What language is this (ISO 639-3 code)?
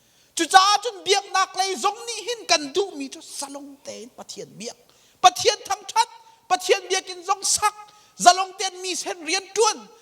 cnh